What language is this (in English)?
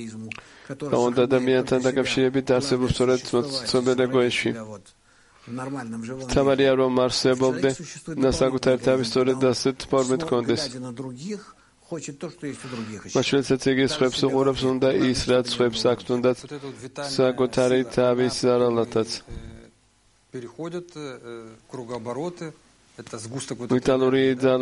Georgian